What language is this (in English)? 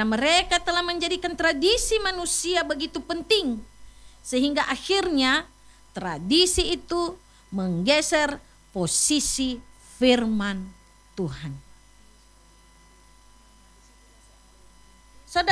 Indonesian